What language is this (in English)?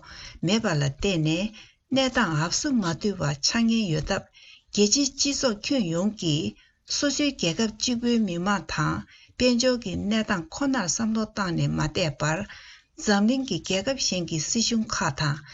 Tibetan